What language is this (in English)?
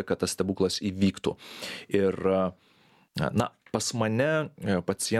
Lithuanian